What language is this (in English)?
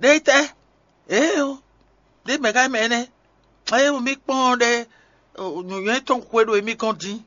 Fon